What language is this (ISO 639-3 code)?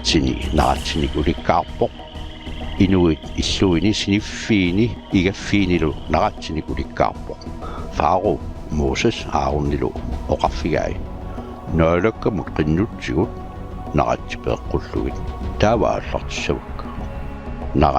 kal